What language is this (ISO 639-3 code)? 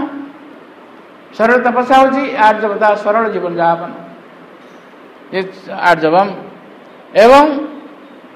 ori